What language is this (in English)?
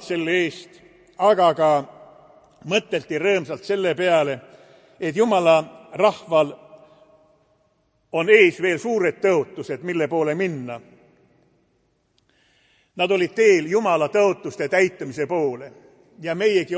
Estonian